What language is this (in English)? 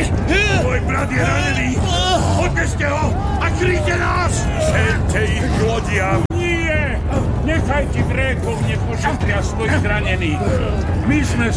Slovak